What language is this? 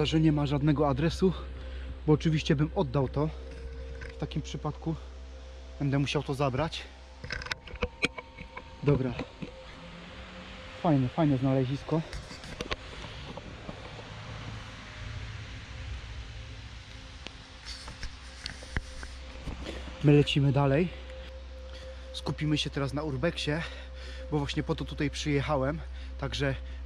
Polish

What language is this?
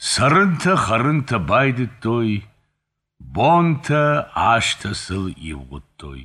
Ossetic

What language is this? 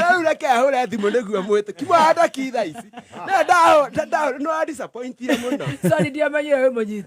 Kikuyu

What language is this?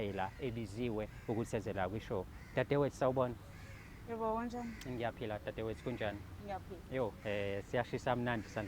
Zulu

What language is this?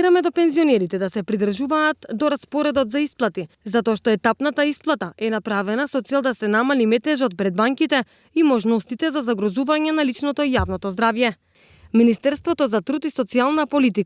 Macedonian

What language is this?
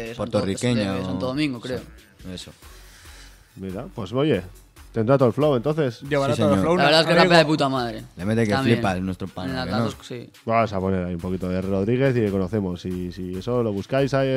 Spanish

